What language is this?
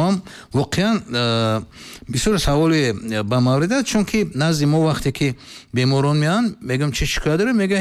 Tajik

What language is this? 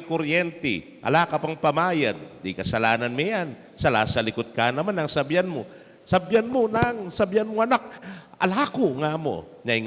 Pampanga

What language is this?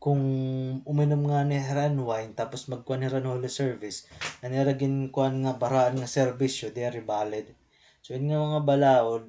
Waray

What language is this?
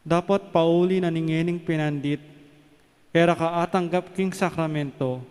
Pampanga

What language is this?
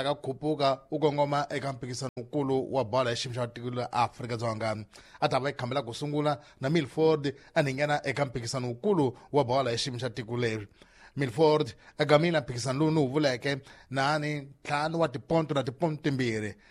Tsonga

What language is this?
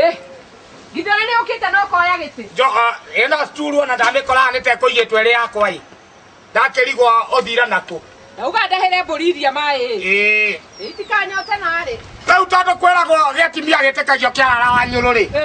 Kikuyu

